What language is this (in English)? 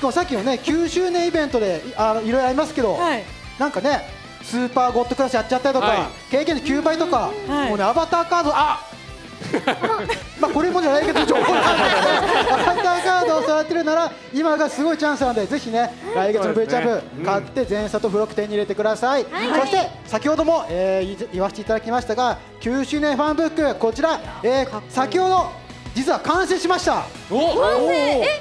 Japanese